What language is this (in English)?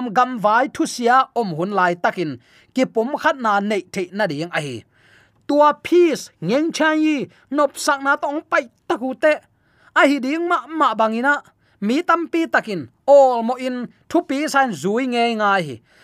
Tedim Chin